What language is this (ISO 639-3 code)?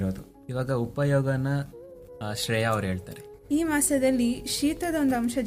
kan